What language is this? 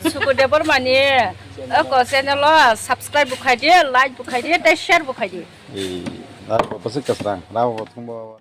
Kok Borok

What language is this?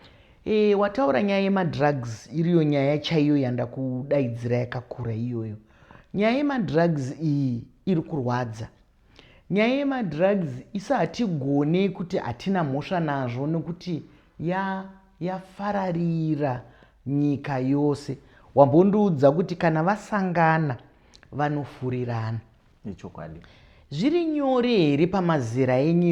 Shona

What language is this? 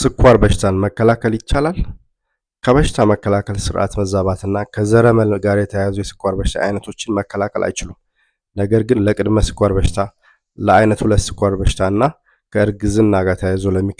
Amharic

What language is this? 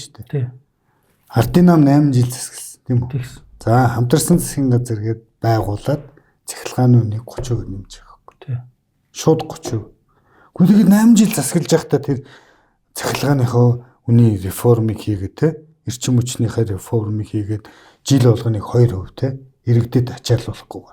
Mongolian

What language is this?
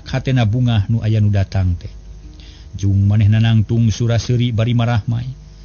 Sundanese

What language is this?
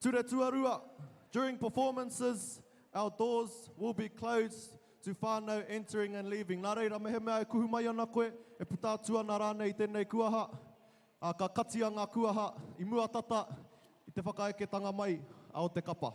Māori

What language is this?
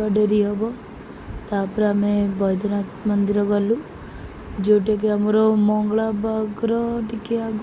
Odia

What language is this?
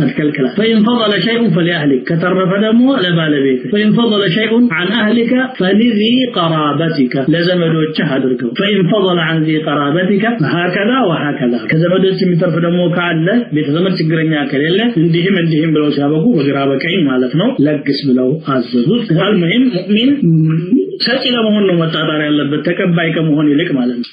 Amharic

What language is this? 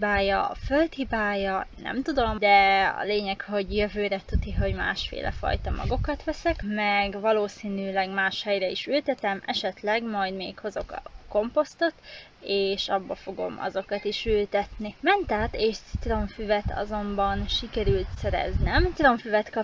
Hungarian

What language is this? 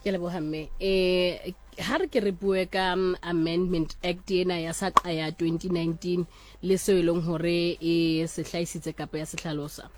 Southern Sotho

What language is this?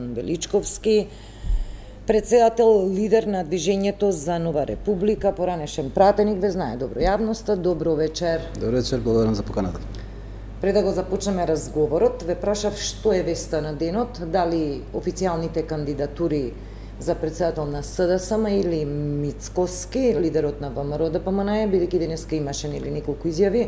Macedonian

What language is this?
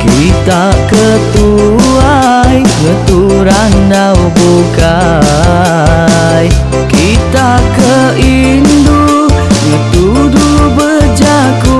Iban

